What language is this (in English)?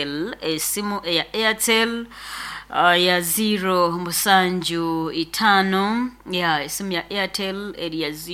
Nyoro